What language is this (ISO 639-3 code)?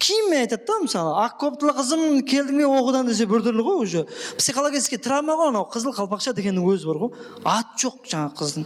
kaa